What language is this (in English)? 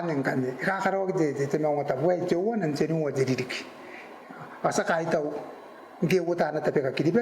Gilbertese